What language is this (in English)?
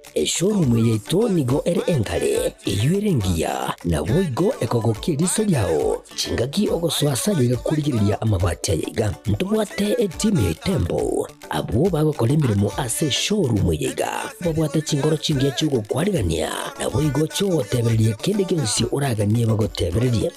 Gusii